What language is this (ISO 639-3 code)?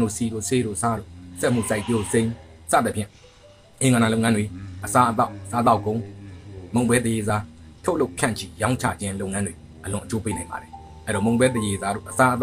mya